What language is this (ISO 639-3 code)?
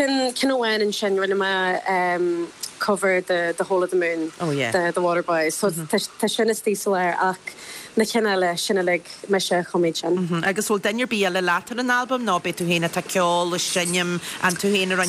gle